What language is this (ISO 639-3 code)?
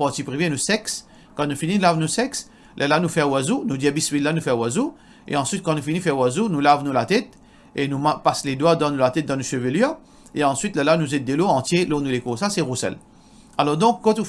mfe